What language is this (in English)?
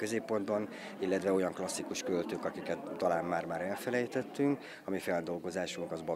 Hungarian